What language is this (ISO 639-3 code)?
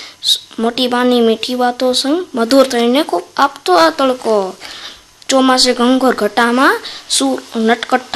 guj